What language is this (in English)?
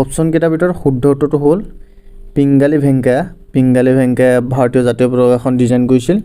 Assamese